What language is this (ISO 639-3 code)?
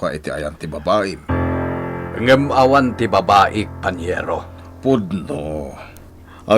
ilo